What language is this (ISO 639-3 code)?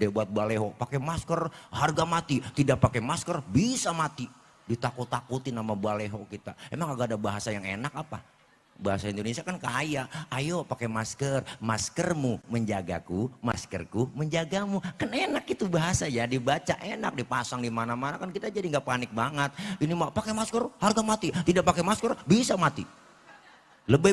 bew